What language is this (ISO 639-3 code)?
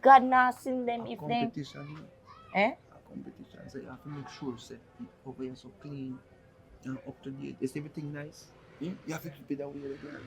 jam